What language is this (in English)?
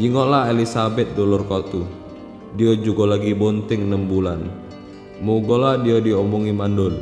Musi